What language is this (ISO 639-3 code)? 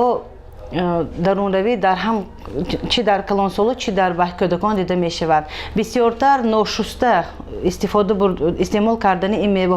tgk